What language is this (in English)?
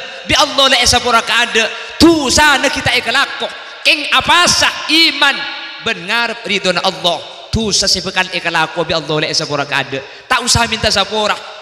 Madurese